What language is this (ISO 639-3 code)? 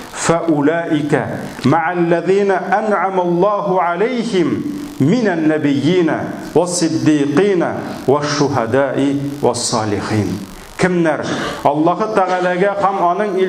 tat